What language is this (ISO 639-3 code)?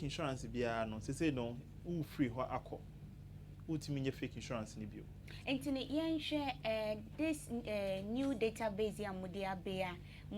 aka